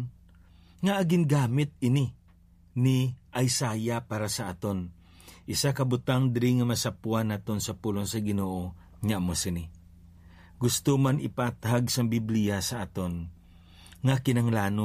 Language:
Hiligaynon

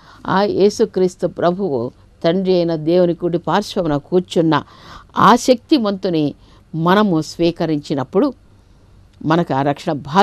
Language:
Telugu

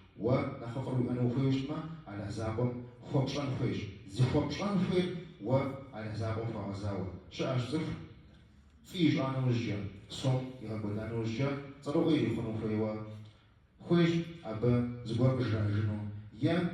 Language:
Kabardian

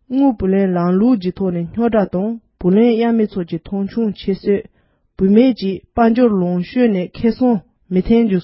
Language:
Tibetan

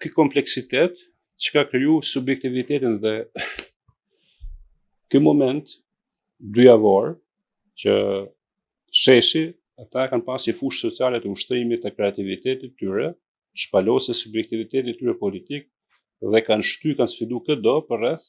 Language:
Albanian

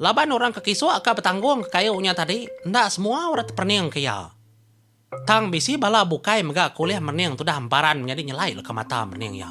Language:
Iban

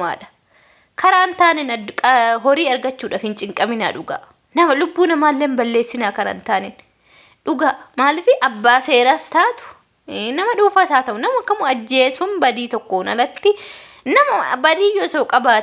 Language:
Oromo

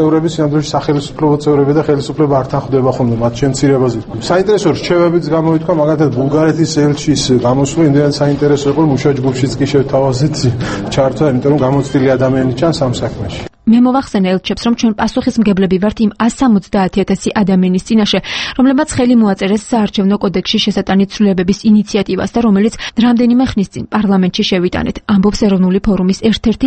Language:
Georgian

